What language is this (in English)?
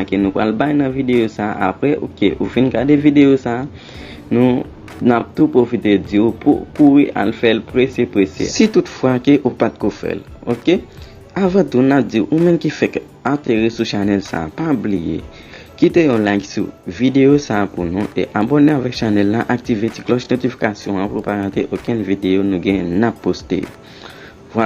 Haitian Creole